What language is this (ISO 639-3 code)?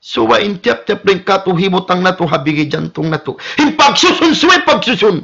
tsg